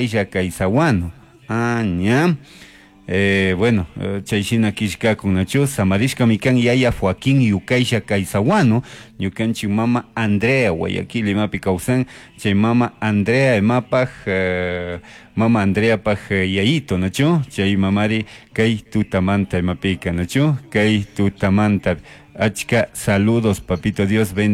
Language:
Chimborazo Highland Quichua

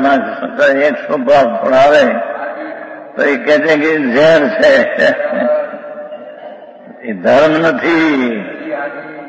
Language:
Gujarati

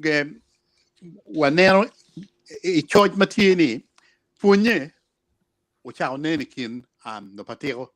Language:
Acoli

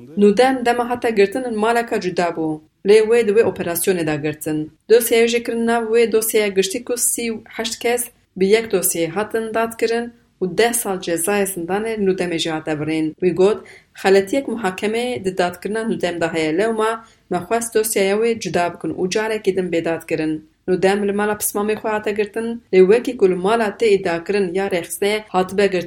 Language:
Kurdish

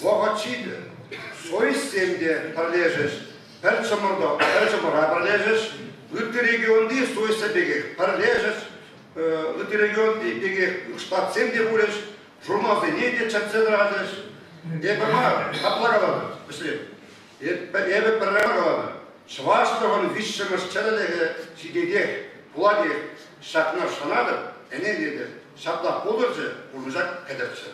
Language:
Chuvash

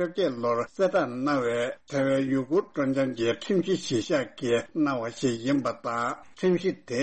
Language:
Tibetan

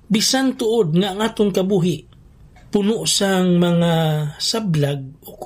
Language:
Hiligaynon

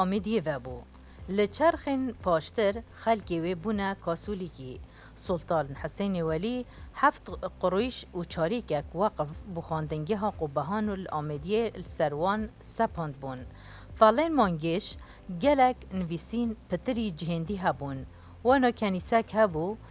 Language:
Kurdish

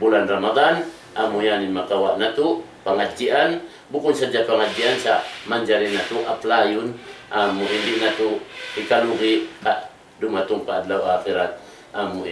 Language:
Tausug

